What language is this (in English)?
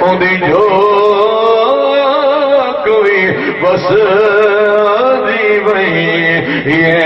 Saraiki